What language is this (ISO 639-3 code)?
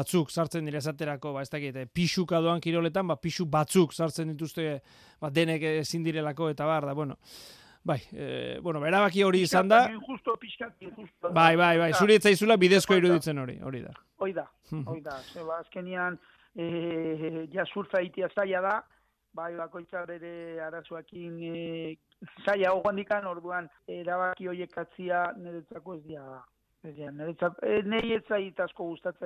eus